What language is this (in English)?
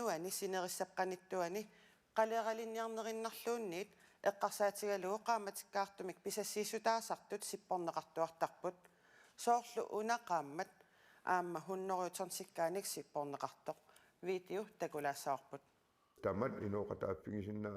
Kalaallisut